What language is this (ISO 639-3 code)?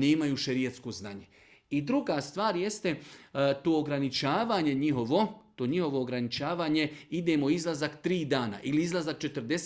bos